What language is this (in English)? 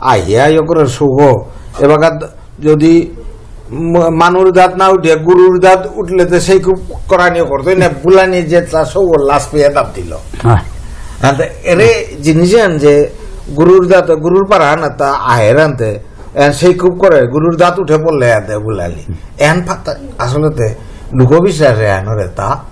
Bishnupriya